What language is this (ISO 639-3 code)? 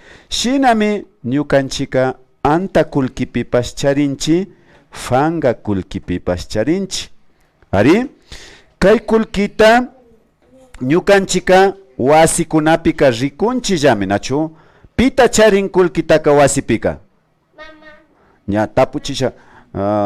qvi